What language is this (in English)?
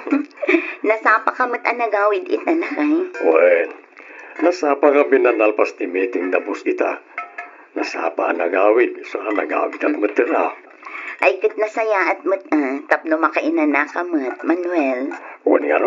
Iloko